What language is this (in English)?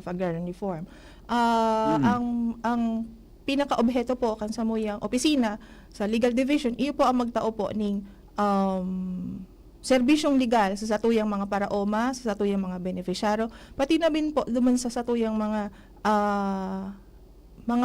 Bikol